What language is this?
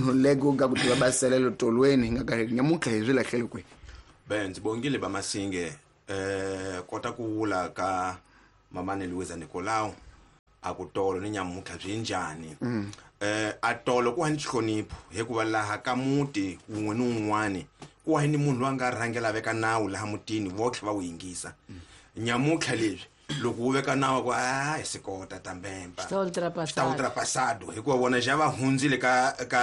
Tsonga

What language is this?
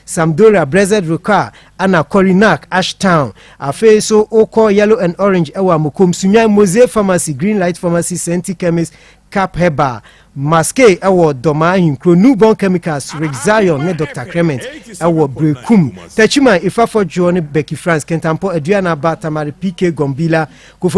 Akan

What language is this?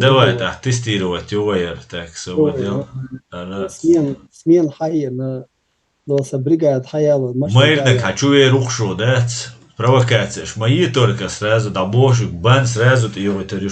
Chechen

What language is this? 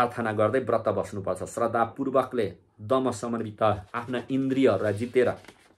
Nepali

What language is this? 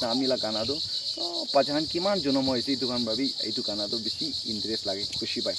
Naga Pidgin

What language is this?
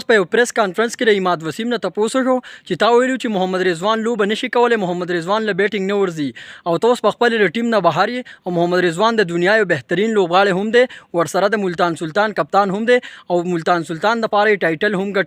Pashto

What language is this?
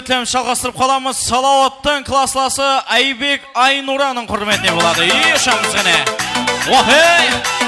Kara-Kalpak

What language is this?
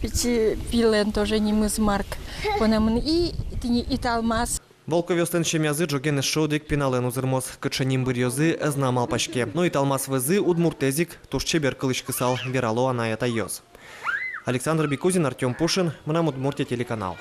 Udmurt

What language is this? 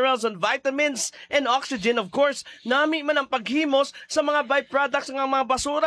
Hiligaynon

